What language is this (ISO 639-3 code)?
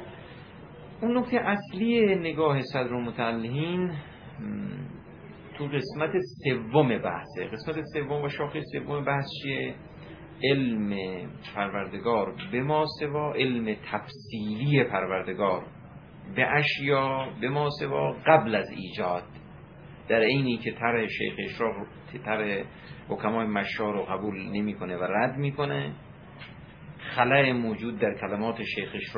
fas